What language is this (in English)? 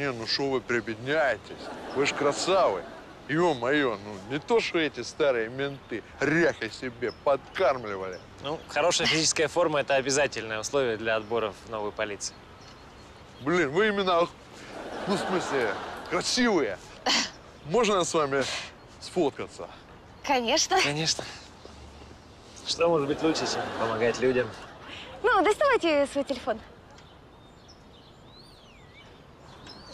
Russian